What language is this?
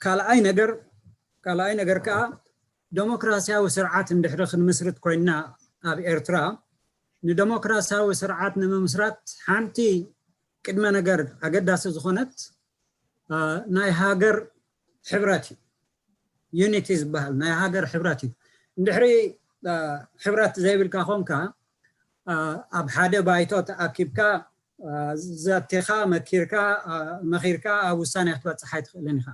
Tigrinya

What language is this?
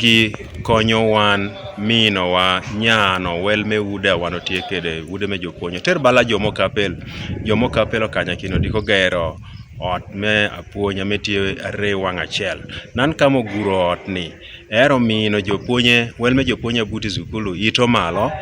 Teso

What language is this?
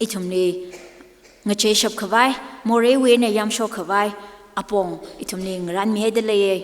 Tangkhul Naga (India)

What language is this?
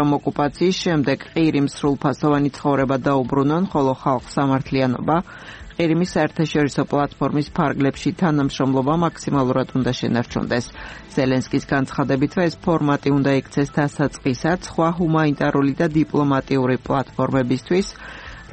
Georgian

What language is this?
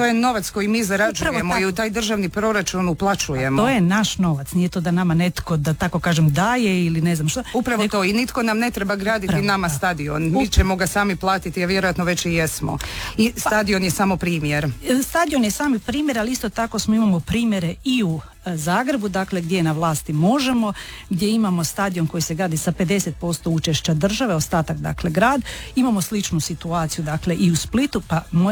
Croatian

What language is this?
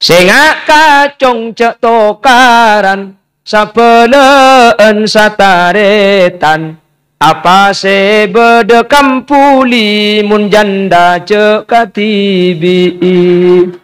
Madurese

